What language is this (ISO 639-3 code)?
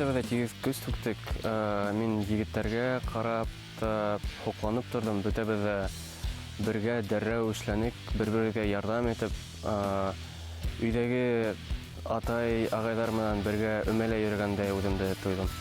bak